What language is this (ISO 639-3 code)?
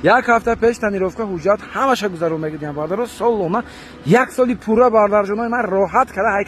tgk